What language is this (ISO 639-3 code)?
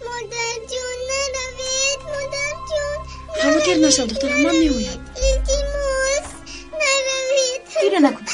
tgk